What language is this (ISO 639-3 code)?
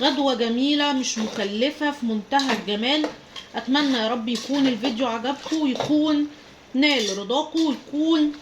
arz